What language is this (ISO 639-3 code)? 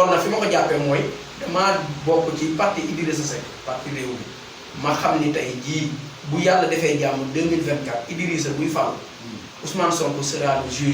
wol